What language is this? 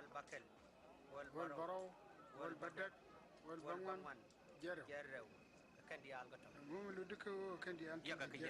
Nuer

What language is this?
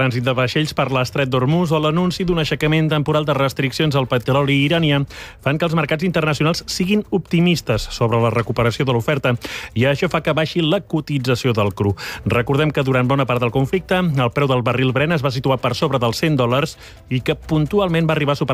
Catalan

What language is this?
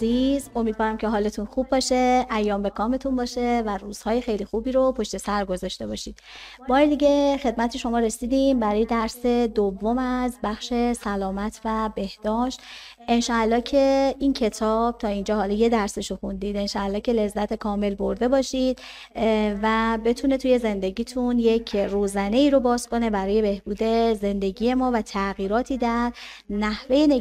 Persian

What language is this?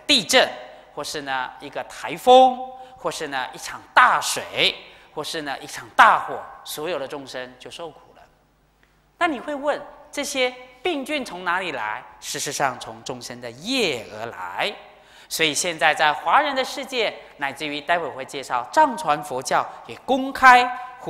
Chinese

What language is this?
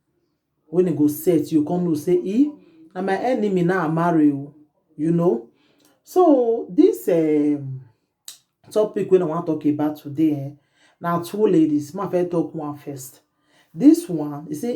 Nigerian Pidgin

